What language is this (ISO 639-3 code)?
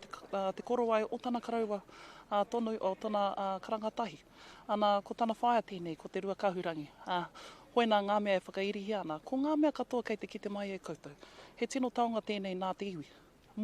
mri